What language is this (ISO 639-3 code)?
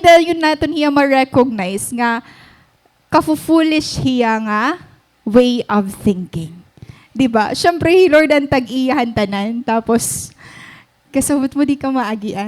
war